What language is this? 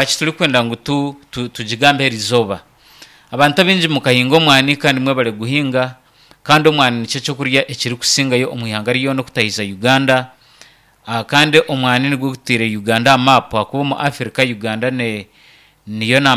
Nyankole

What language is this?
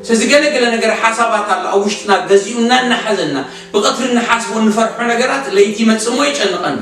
Tigrinya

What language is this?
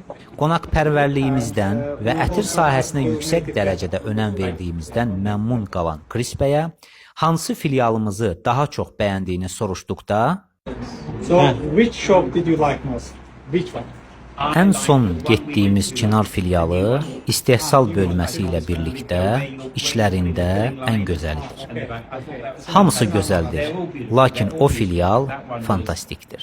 Azerbaijani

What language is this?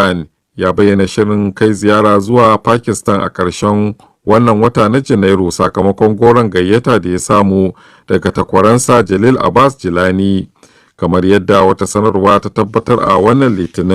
Hausa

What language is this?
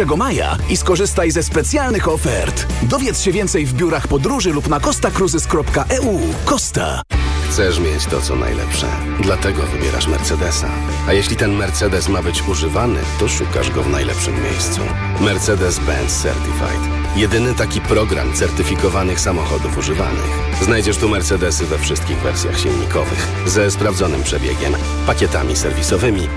Polish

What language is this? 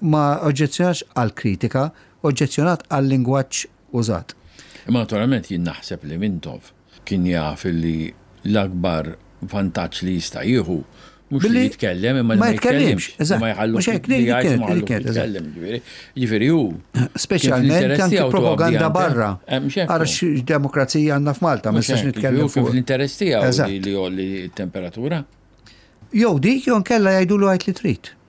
Maltese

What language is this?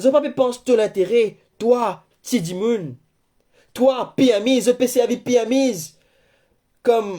Morisyen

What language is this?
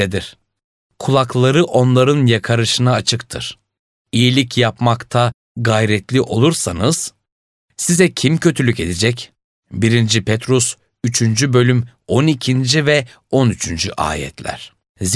Turkish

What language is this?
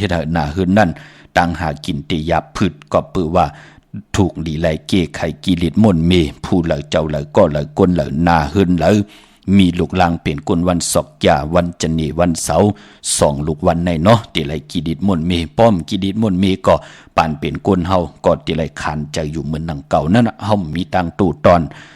Shan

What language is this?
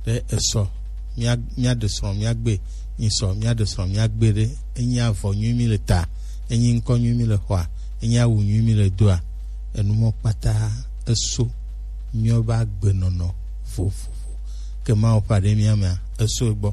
Gen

